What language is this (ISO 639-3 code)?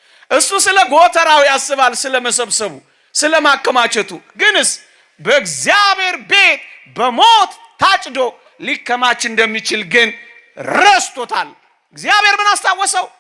amh